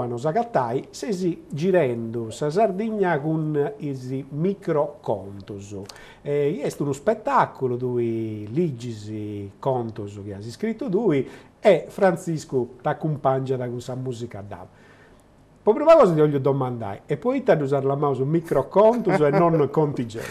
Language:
Sardinian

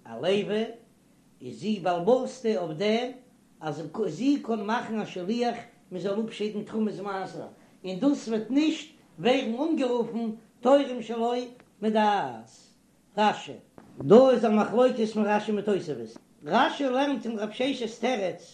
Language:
Yiddish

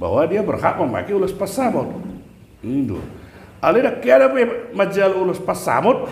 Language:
Batak Toba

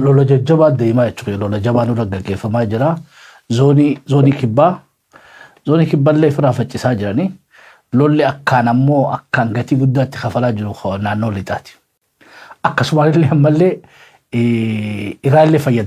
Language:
Oromo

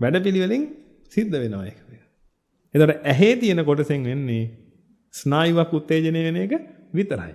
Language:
Sinhala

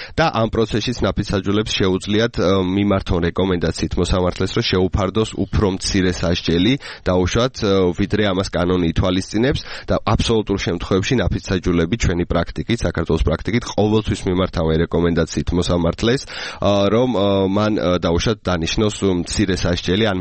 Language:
Georgian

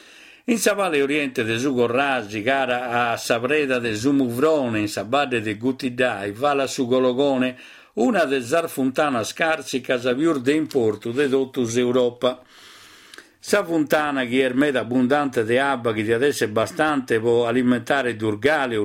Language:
Sardinian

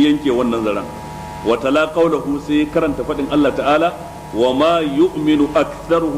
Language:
Hausa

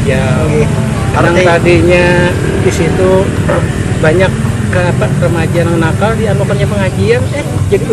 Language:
Banjar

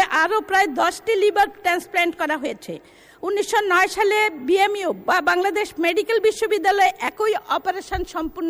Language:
Bangla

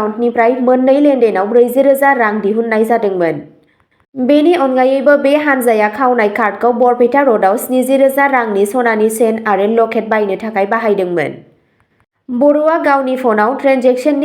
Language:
Bodo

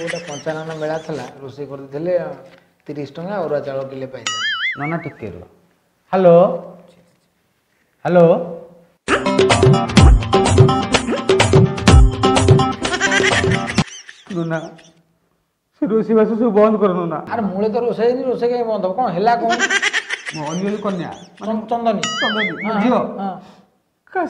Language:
Odia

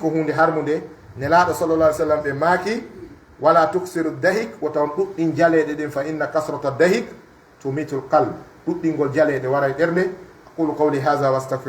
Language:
Pular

